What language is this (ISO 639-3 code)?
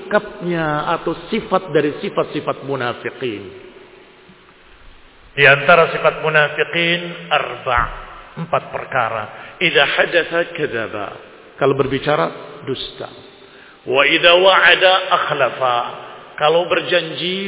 ind